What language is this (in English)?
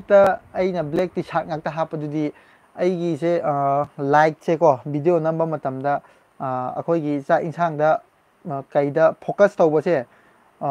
Manipuri